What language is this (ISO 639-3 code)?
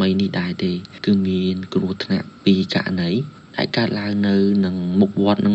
khm